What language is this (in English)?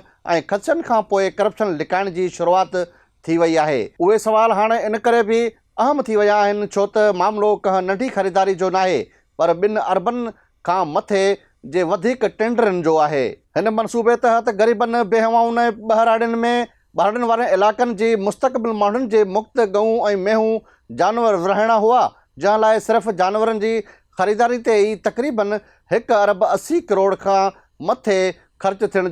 Sindhi